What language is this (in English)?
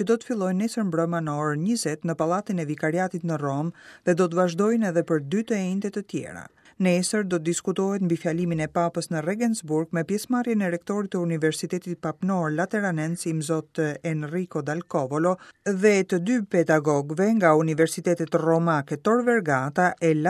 Albanian